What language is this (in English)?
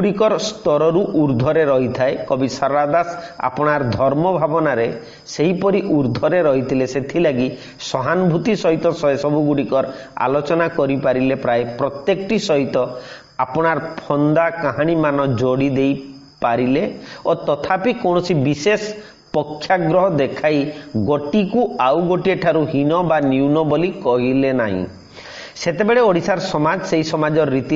Odia